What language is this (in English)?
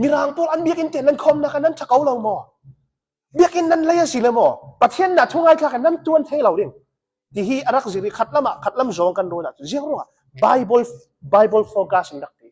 Hakha Chin